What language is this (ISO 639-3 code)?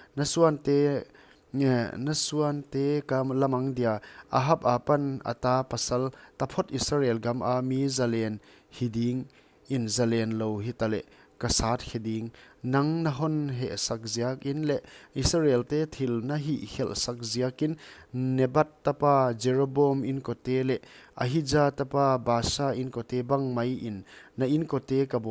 pck